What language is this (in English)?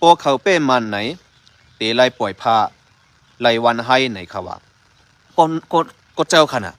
Shan